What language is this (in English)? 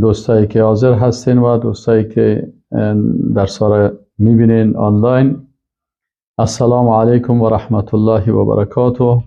Persian